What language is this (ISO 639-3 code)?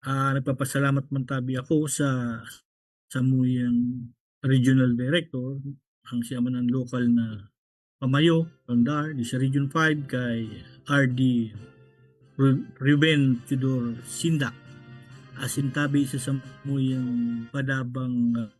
bik